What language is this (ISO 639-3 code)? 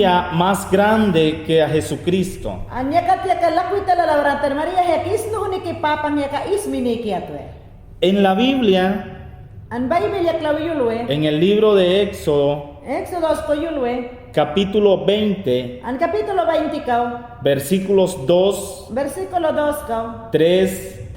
yan